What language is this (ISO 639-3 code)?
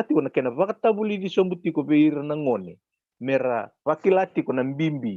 fij